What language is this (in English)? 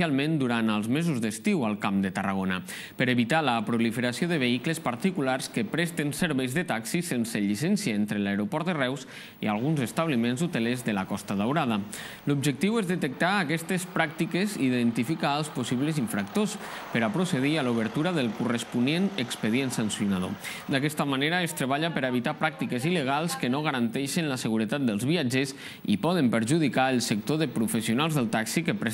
Catalan